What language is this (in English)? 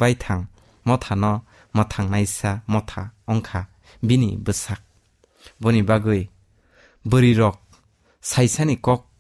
Kok Borok